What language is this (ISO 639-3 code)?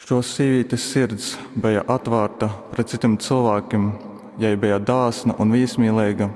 ltg